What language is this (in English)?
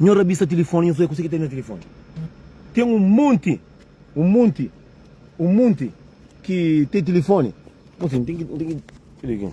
Kabuverdianu